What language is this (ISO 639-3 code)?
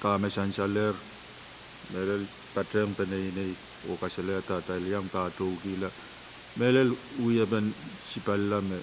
pon